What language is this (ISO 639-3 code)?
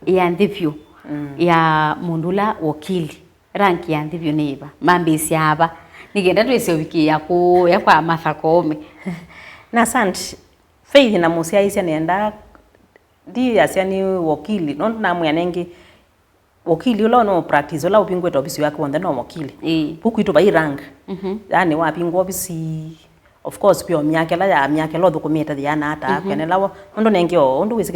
kam